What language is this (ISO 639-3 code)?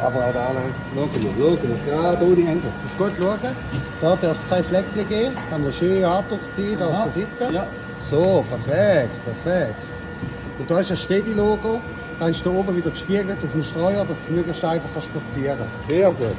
gsw